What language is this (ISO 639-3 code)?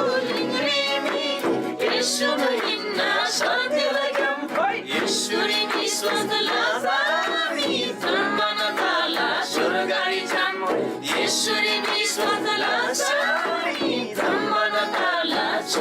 taj